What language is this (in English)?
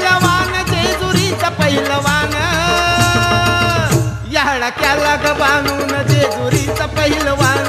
Marathi